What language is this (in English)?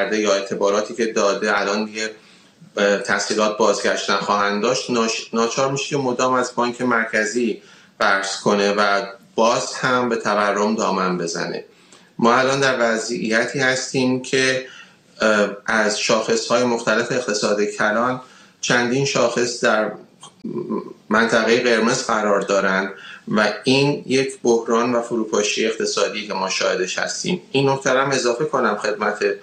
Persian